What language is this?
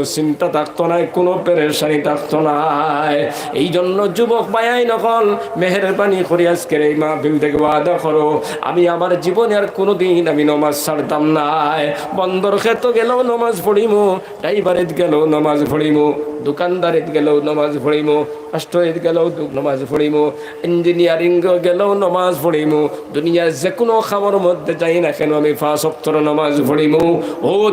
Sylheti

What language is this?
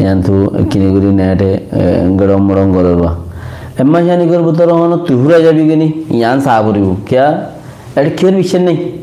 Rohingya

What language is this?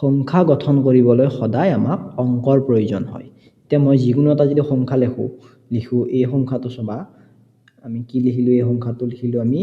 Assamese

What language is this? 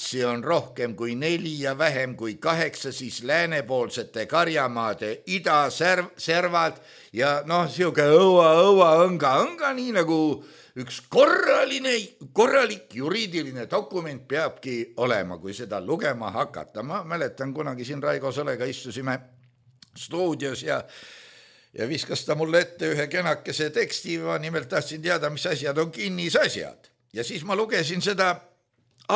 Estonian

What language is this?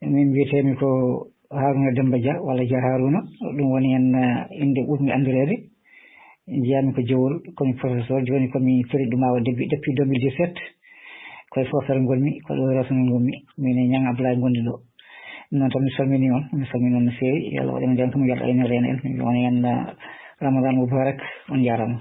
Fula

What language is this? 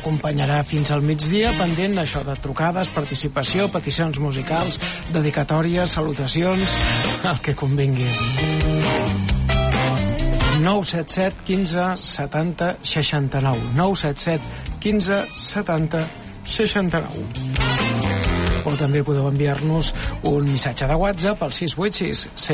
Catalan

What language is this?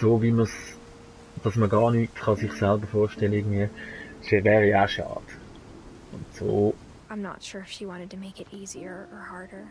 Swiss German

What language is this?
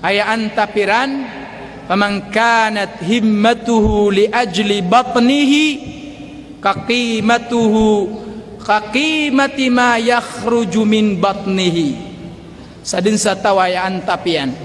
Maranao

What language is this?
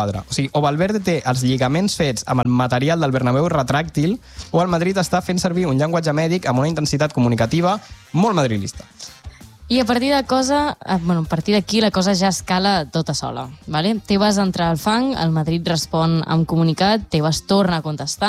Catalan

